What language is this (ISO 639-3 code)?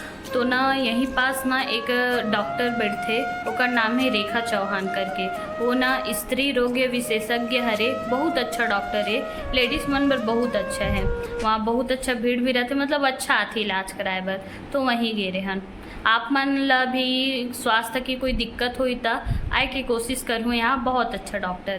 hne